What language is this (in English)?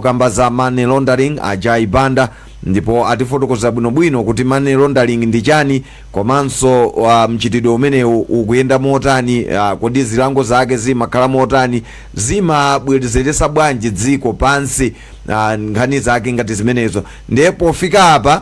Nyanja